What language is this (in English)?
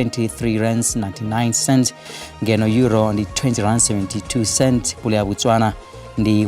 Venda